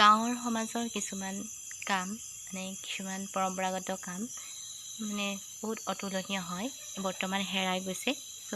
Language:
Assamese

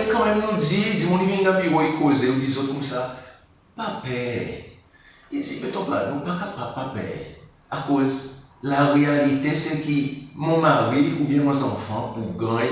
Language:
Seselwa Creole French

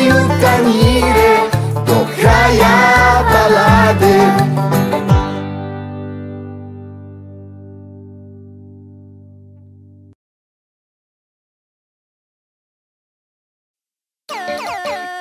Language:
Croatian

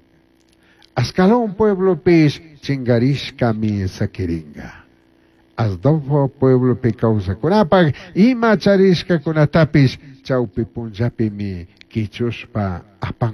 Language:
Chimborazo Highland Quichua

